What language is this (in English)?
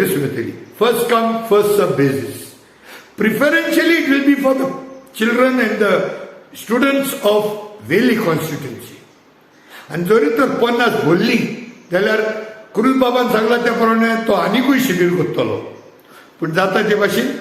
Konkani